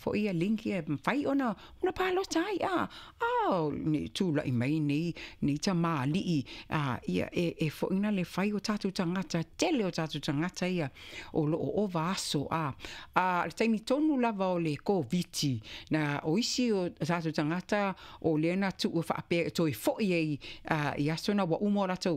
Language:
Samoan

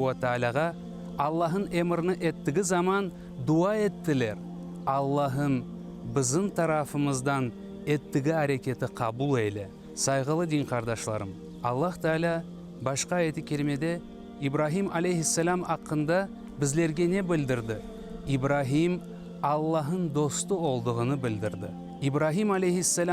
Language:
Crimean Tatar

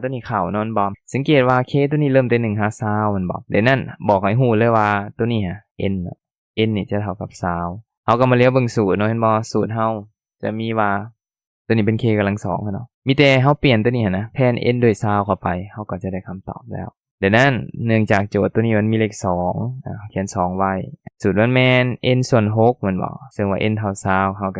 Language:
Lao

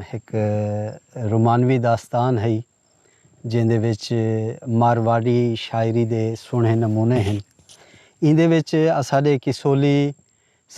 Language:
Saraiki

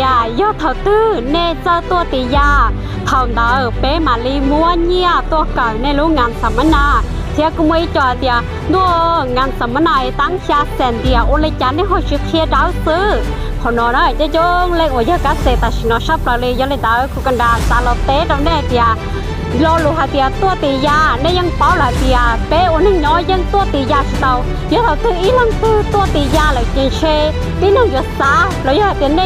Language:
Hmong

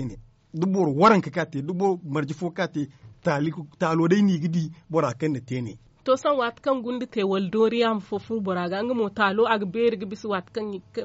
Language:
Zarma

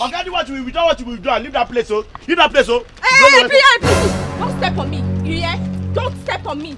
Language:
Nigerian Pidgin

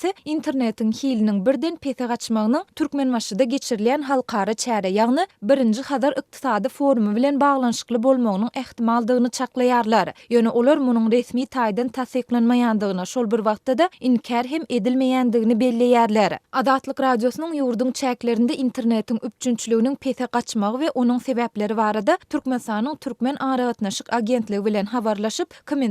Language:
Turkmen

